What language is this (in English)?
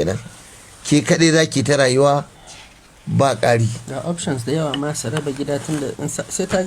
Hausa